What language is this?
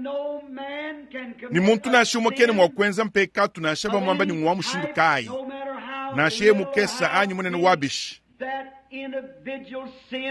Luba-Lulua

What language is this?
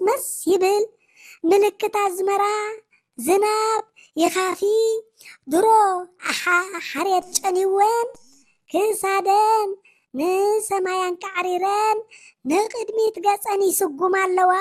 Tigrinya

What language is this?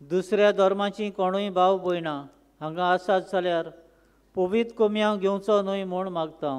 Konkani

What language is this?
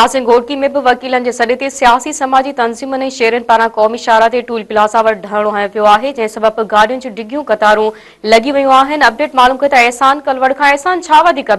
Sindhi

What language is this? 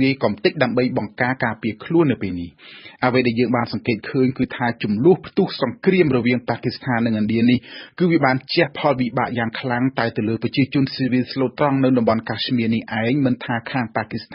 Khmer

